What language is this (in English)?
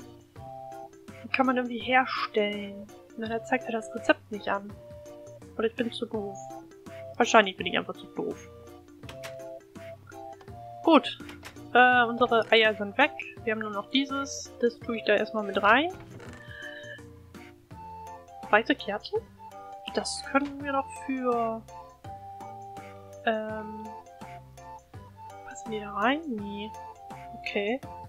German